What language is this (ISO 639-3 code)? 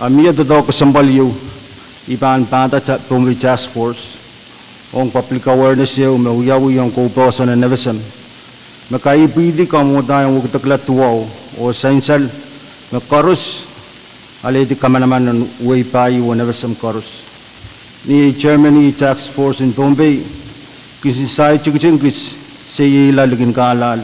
pon